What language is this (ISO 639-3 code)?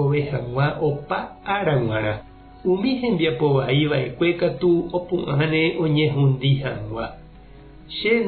grn